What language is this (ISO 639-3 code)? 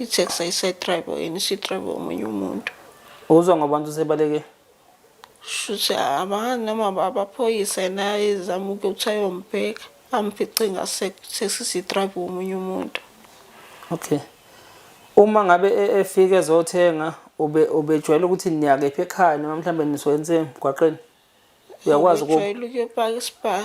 zul